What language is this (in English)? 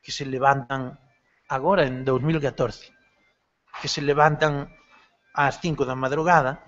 Galician